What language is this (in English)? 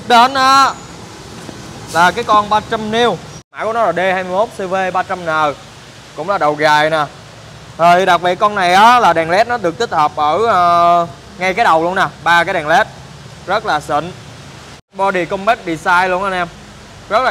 Vietnamese